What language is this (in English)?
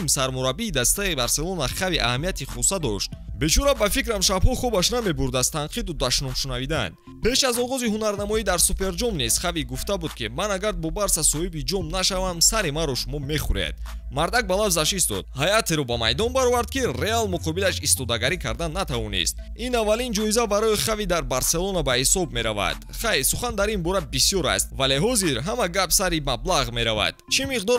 Tajik